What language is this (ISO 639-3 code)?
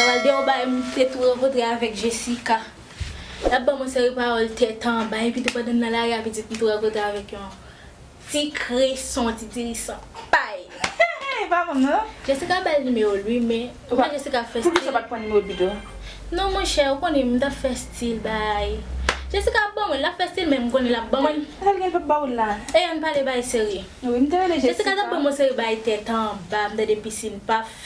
hat